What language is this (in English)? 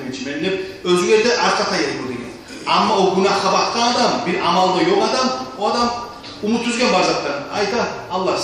Kumyk